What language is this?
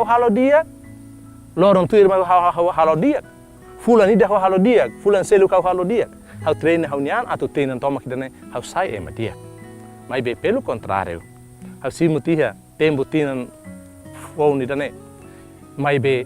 Tetum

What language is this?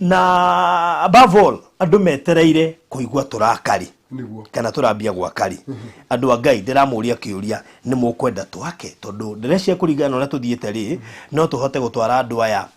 Kikuyu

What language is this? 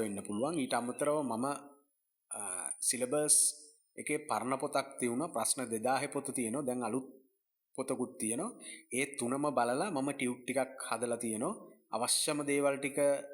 Sinhala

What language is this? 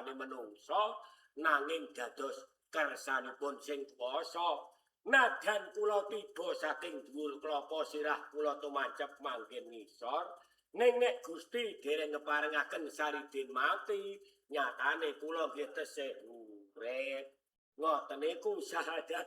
Javanese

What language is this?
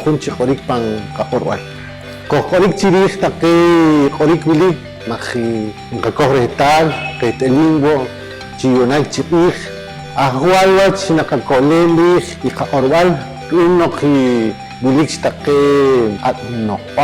Poqomchi'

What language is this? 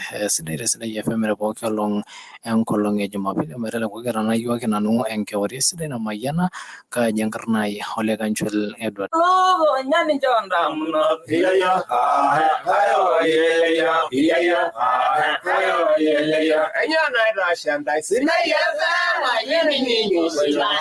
Masai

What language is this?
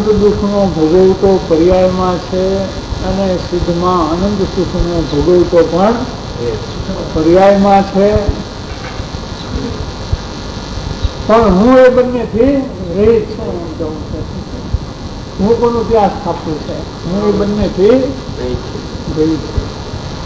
Gujarati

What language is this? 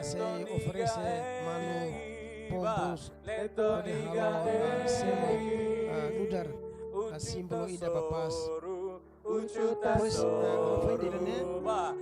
Tetum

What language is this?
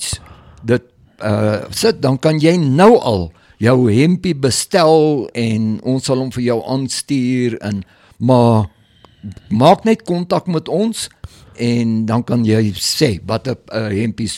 Afrikaans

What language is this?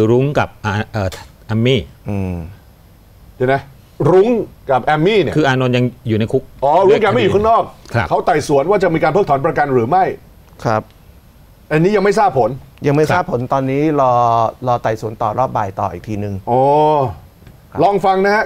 Thai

